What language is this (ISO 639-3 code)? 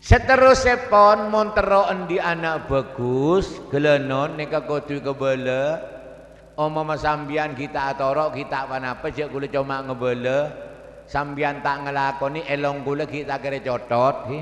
mad